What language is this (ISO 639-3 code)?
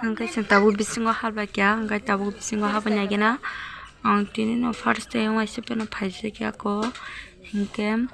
trp